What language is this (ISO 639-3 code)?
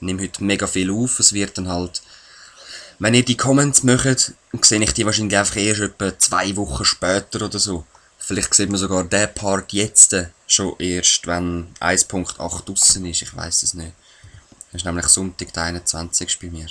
gsw